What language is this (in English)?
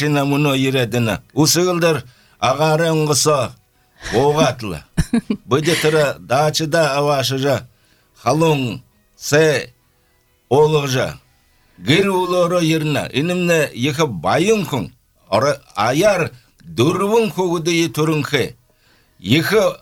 Belarusian